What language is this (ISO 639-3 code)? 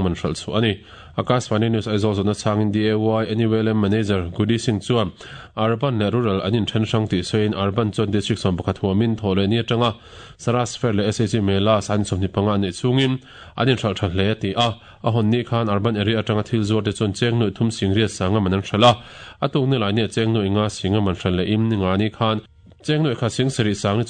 lus